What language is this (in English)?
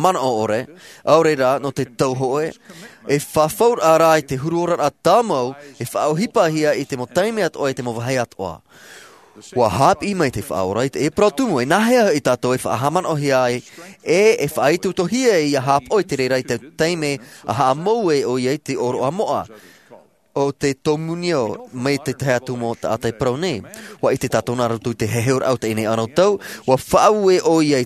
Tahitian